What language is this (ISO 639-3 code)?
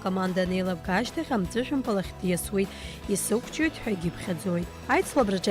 abk